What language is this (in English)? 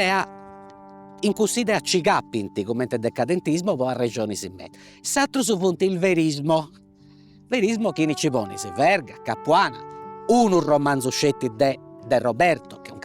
Sardinian